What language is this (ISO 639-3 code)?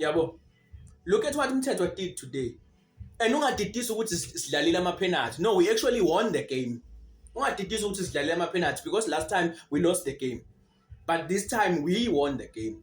zul